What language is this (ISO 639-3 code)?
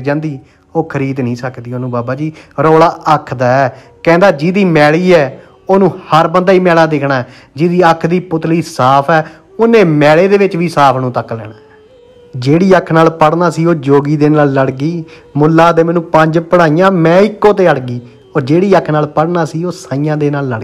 pan